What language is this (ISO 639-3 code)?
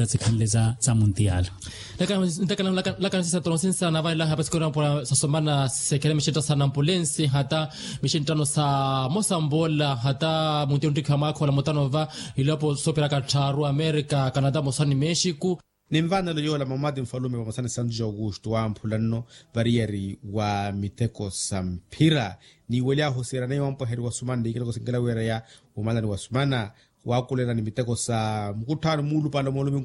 vmw